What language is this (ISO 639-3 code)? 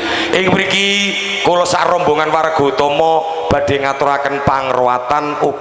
jav